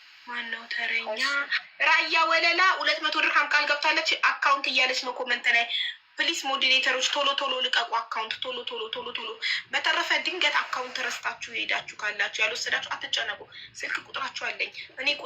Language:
Amharic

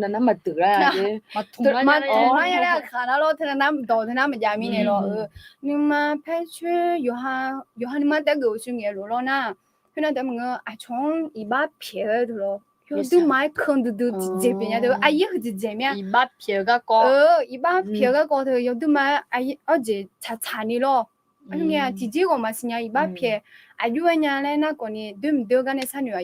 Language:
Akha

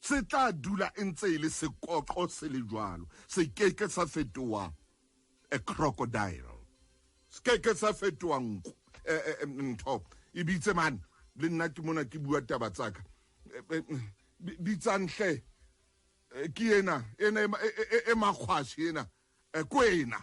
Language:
Southern Sotho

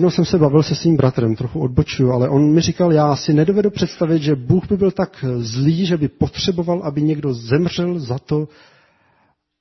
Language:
Czech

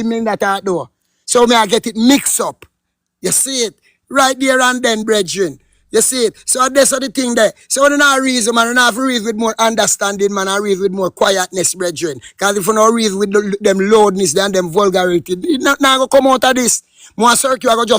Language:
Jamaican Creole English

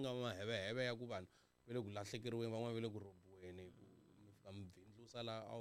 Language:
Tsonga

